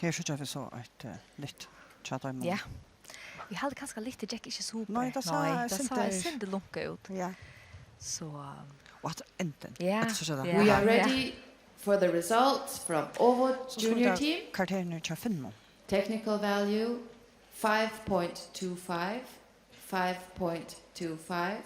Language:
Faroese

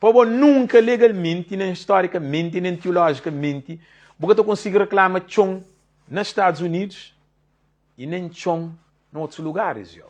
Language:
Kabuverdianu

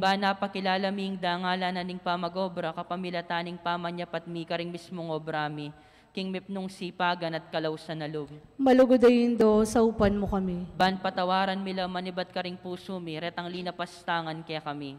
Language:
Pampanga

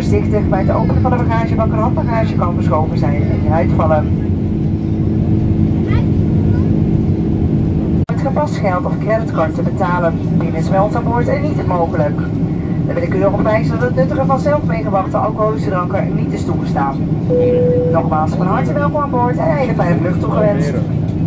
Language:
Dutch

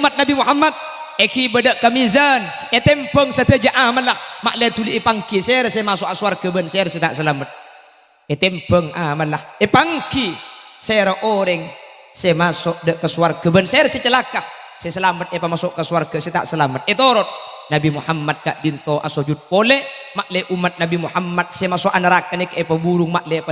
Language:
Madurese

